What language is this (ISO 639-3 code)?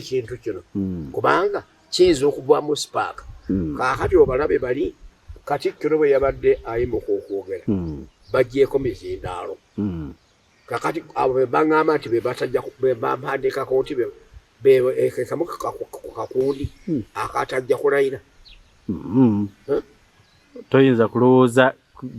lug